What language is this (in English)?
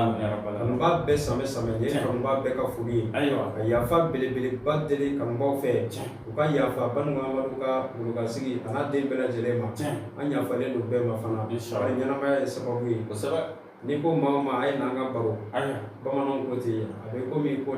Bambara